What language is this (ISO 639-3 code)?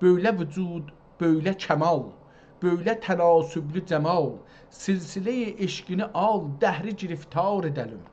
azb